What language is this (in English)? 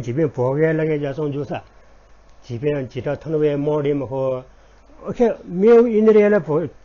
Newari